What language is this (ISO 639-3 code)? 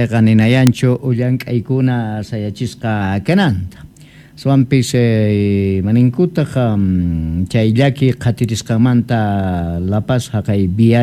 quh